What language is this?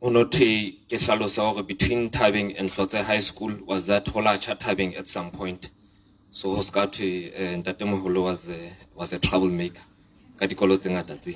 Southern Sotho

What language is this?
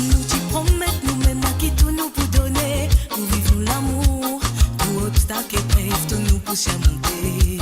Morisyen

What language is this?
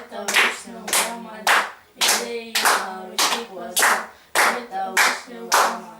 Belarusian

